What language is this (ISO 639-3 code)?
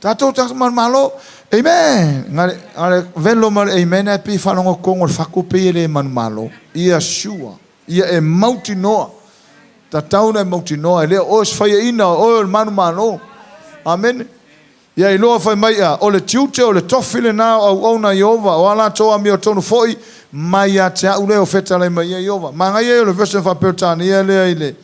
smo